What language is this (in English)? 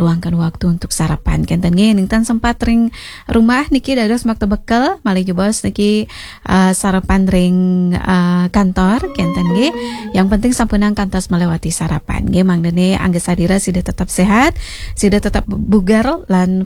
Balinese